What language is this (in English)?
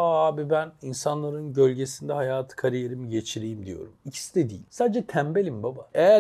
Turkish